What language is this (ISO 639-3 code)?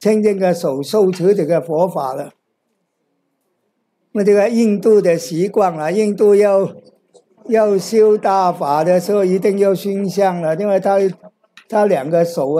zho